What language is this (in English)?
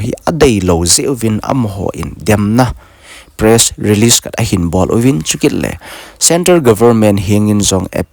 Thado Chin